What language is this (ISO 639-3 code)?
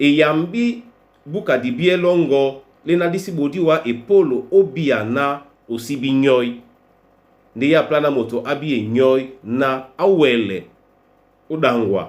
dua